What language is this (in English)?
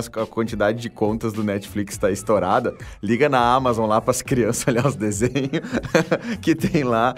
Portuguese